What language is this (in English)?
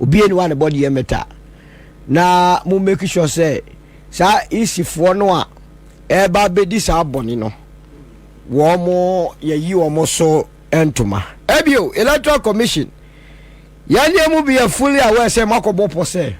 Akan